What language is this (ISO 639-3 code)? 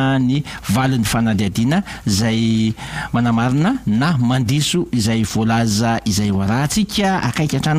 mlg